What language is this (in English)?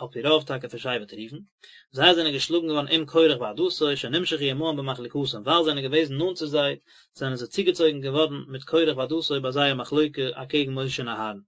Yiddish